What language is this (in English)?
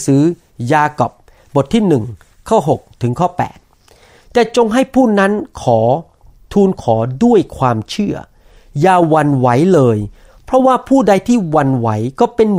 Thai